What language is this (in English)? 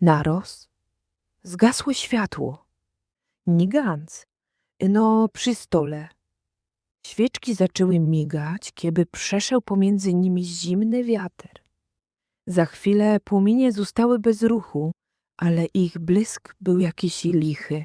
Silesian